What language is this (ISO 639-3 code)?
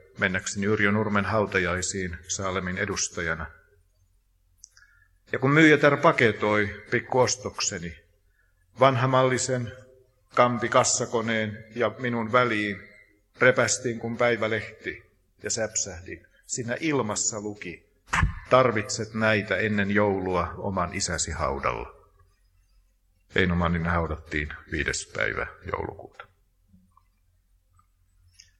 fin